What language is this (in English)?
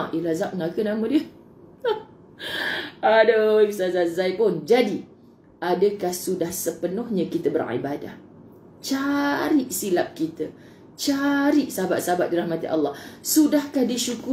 Malay